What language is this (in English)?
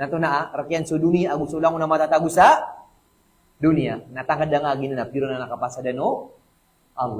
Maranao